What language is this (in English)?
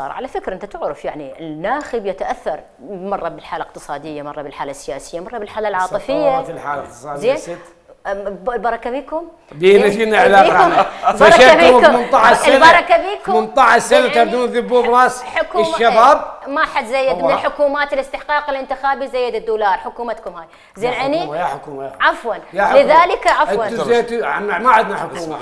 Mesopotamian Arabic